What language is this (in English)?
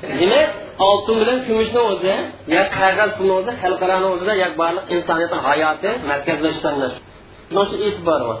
Uyghur